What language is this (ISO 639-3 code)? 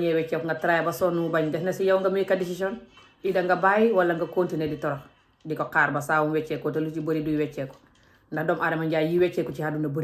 wol